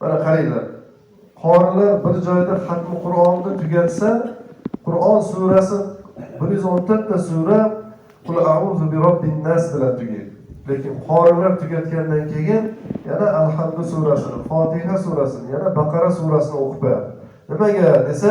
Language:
Uzbek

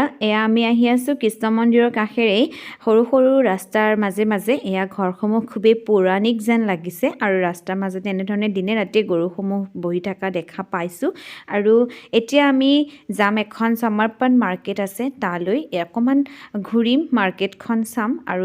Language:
Assamese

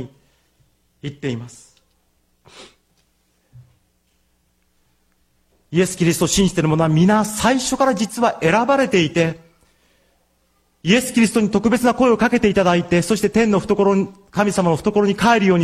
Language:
Japanese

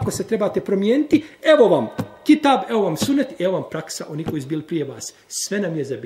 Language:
Bosnian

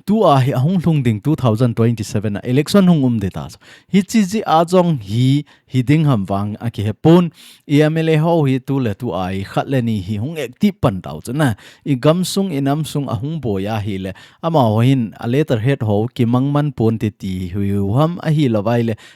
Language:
Thado Chin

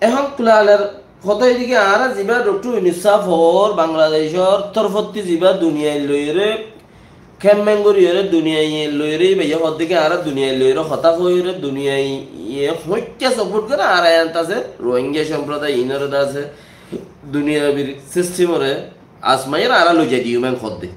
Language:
Rohingya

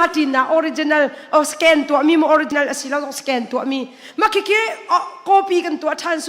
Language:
Hakha Chin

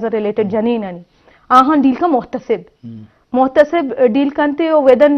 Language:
Eastern Balochi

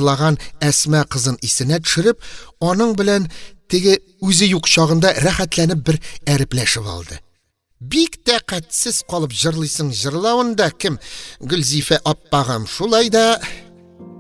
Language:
Tatar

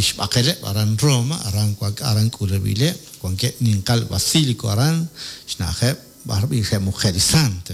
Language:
Kekchí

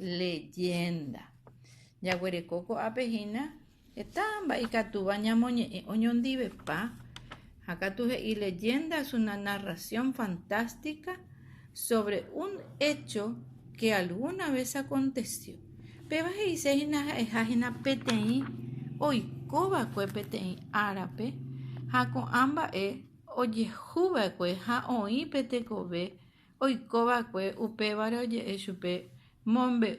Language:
Guarani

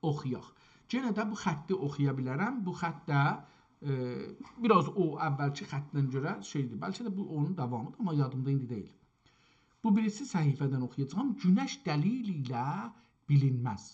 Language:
South Azerbaijani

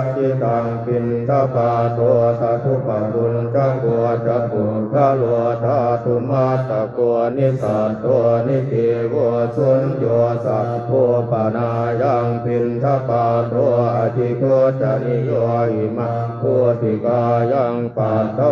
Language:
Pali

